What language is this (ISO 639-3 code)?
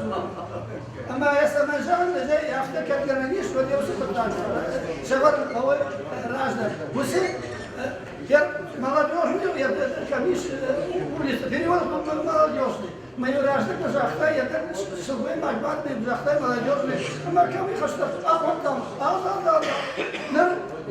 oss